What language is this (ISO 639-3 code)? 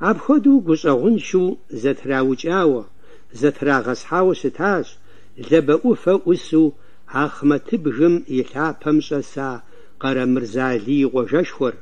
kbd